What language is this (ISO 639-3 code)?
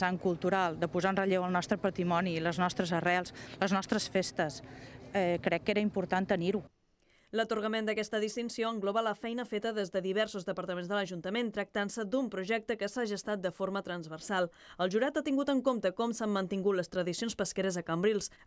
cat